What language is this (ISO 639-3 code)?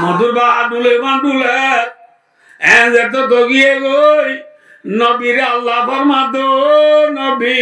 rhg